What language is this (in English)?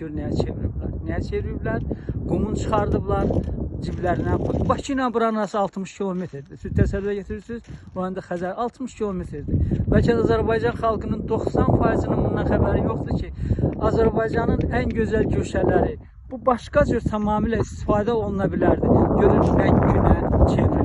Azerbaijani